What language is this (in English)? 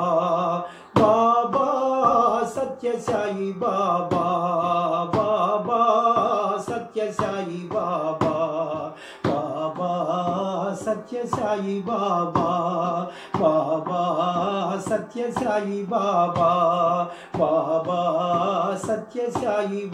Telugu